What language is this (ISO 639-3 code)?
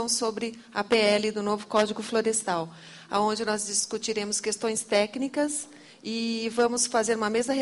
por